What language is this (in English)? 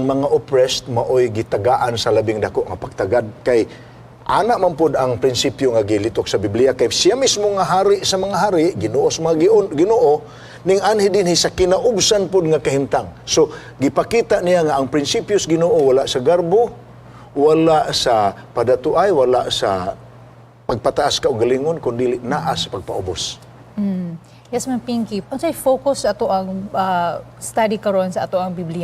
Cebuano